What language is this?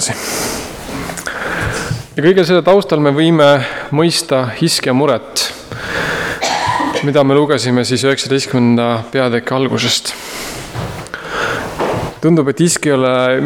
Estonian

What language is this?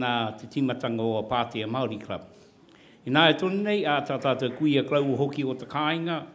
Māori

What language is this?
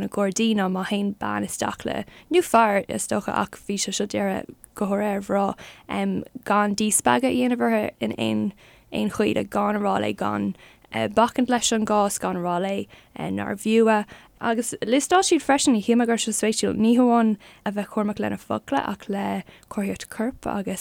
Irish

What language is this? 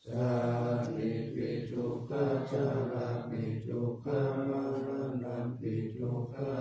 Pali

